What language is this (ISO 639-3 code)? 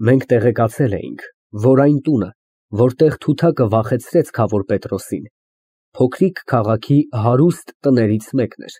hye